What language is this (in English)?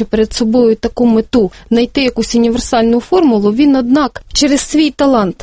Ukrainian